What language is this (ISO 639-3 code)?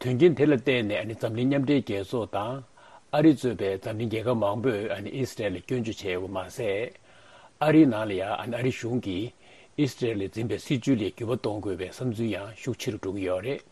bod